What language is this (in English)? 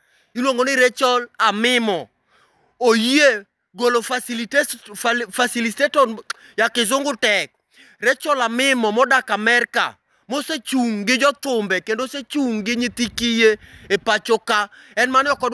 Luo (Kenya and Tanzania)